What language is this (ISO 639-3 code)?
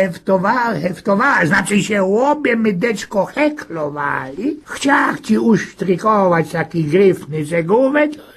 szl